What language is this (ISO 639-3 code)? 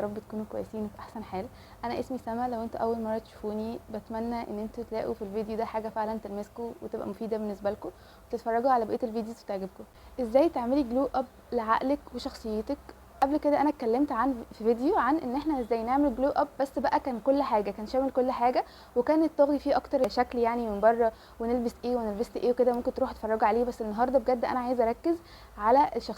arz